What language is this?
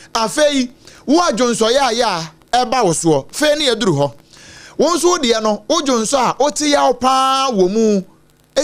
Akan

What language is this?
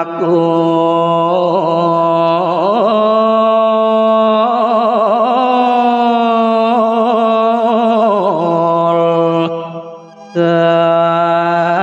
Balinese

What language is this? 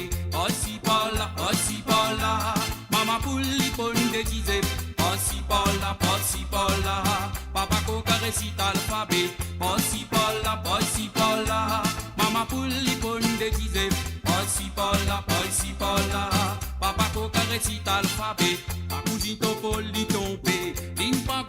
Morisyen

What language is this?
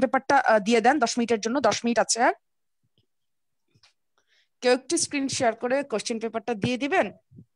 Bangla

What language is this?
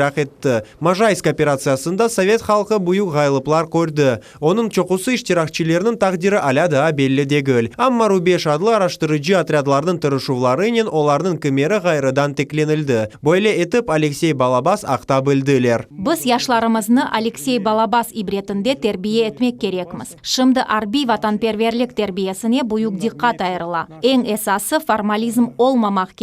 Crimean Tatar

